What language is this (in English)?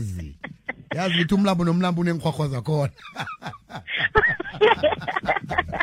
South Ndebele